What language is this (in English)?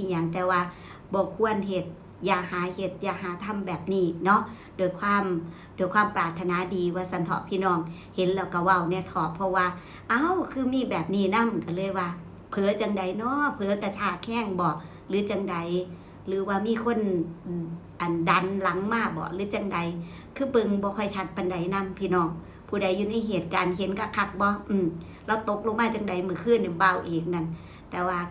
Northeastern Thai